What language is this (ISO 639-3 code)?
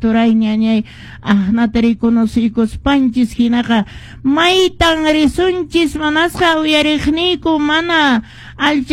que